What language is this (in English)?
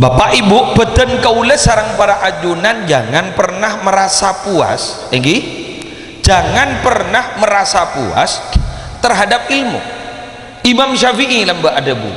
Madurese